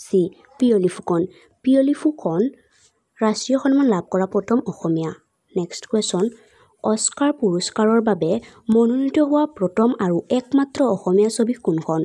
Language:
Assamese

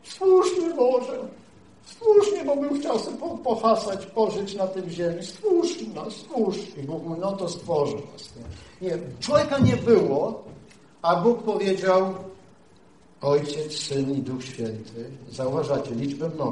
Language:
Polish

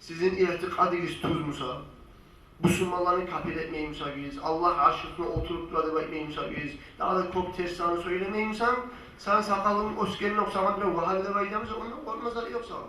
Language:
Kumyk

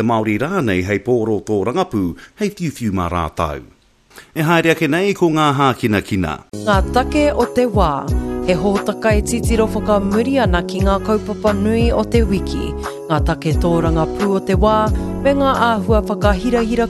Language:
Māori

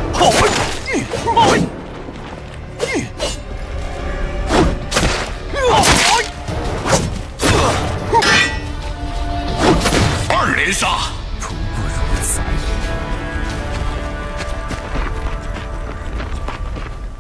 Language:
Chinese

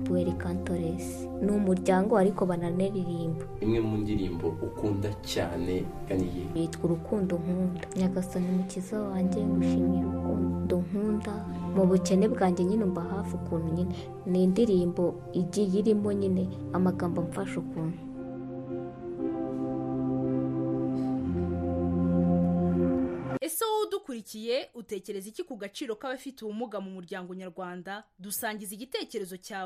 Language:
Kinyarwanda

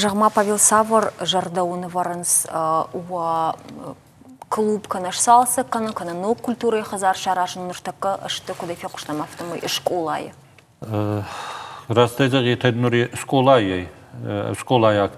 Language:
Ossetic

